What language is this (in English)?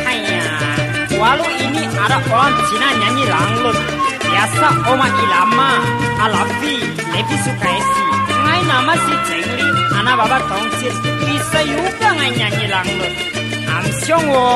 Betawi